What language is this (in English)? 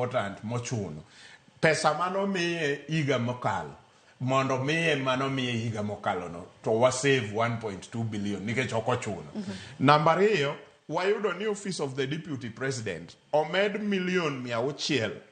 Luo (Kenya and Tanzania)